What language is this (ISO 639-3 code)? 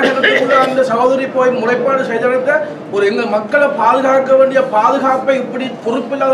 tam